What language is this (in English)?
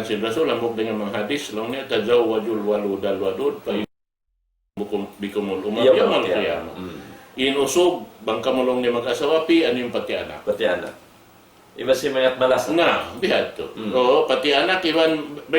Tausug